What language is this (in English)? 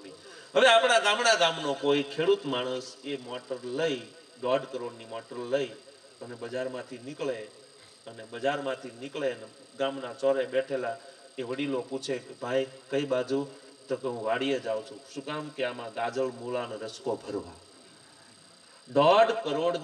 Gujarati